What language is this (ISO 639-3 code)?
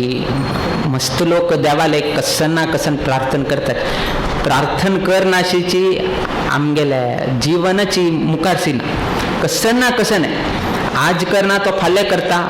kok